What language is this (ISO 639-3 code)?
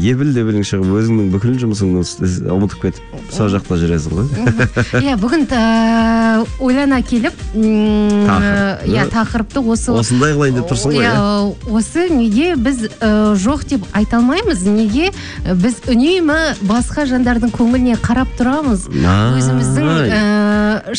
kaz